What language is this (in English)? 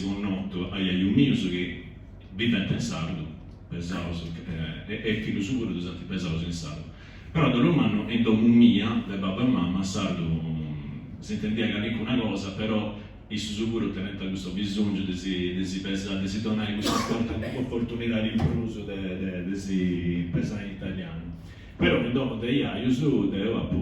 Sardinian